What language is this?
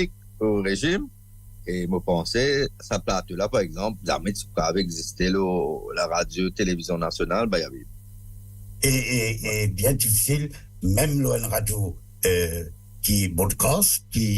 Morisyen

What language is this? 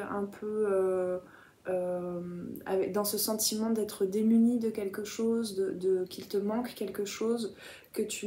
French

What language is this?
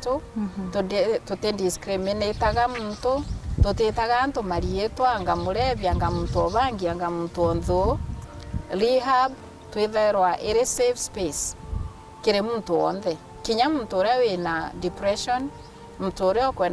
Meru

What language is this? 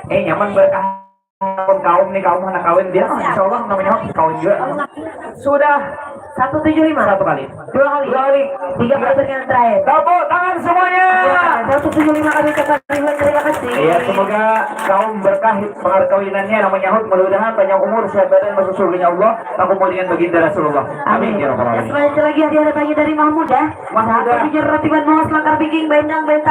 Banjar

